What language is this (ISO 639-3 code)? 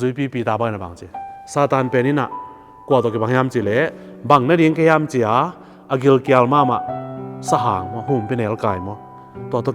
ctd